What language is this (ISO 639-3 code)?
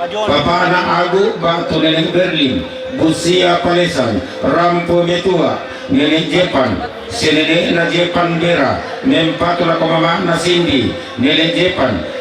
sda